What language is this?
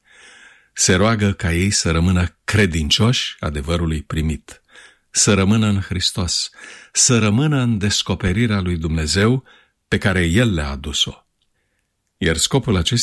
Romanian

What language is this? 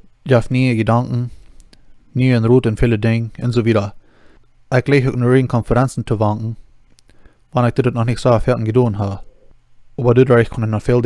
Plautdietsch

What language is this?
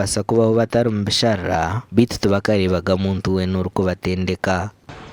Nyankole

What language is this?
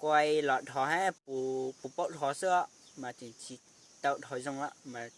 Hmong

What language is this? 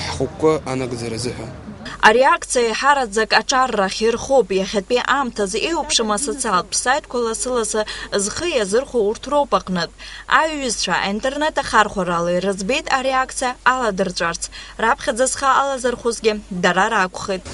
Abkhazian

